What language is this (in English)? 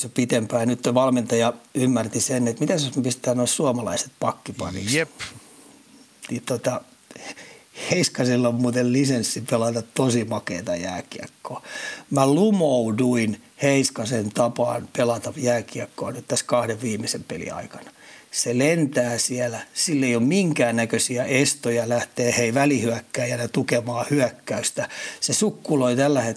Finnish